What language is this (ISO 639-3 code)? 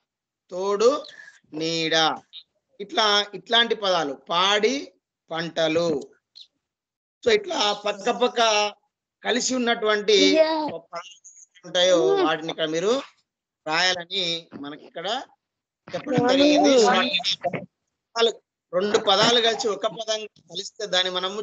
tel